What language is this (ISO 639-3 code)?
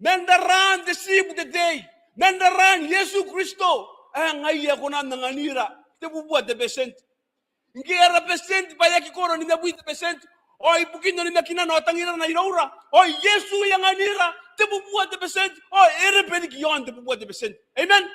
gil